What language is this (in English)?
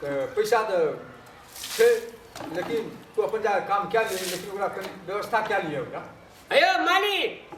Maithili